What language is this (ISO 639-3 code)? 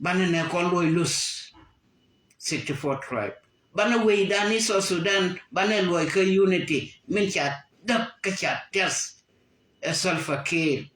nus